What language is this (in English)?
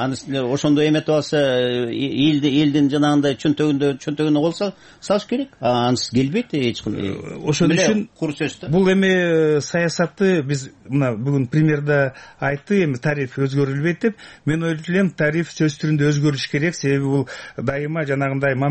Kyrgyz